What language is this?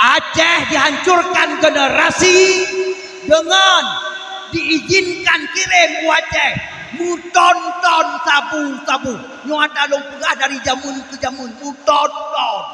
Achinese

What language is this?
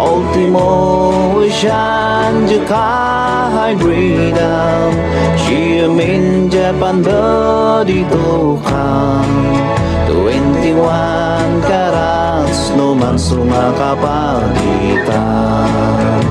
Iloko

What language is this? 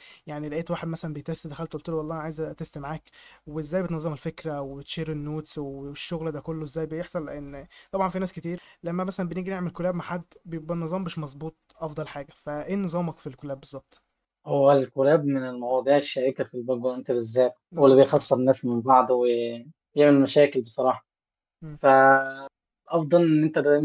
Egyptian Arabic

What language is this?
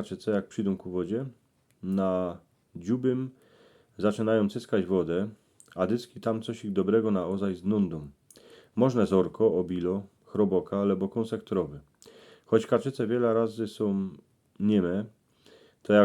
Silesian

